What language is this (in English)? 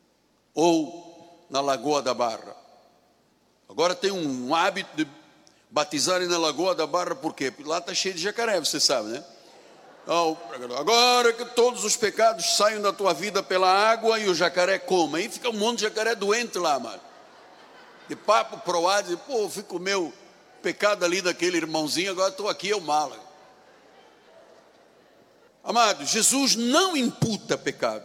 Portuguese